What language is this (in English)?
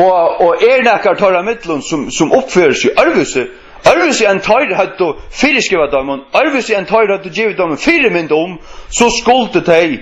Faroese